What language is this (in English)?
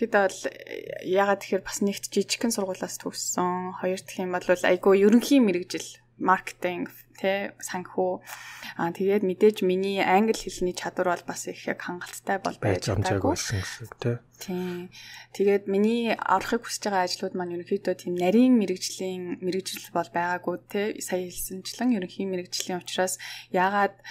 Mongolian